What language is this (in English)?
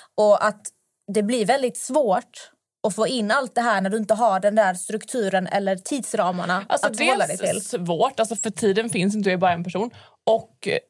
Swedish